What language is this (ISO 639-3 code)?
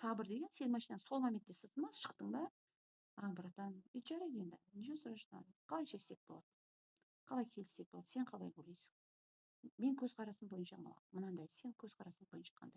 kaz